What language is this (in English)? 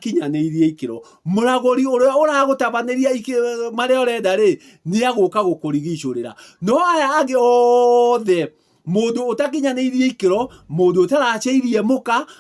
Kikuyu